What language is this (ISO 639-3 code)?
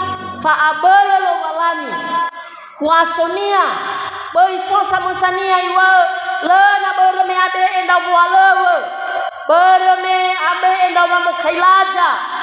nia